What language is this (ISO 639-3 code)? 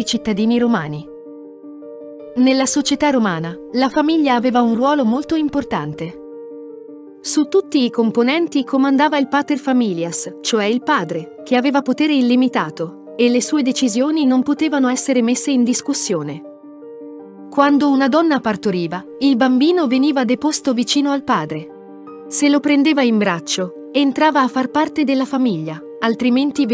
ita